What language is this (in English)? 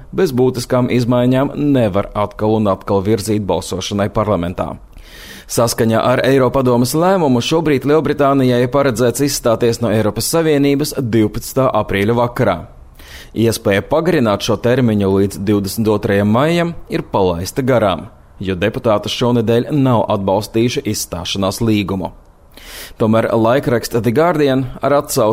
Latvian